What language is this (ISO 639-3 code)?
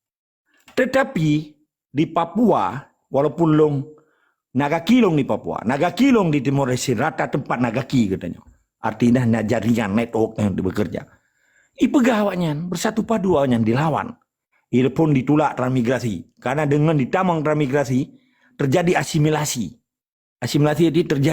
ace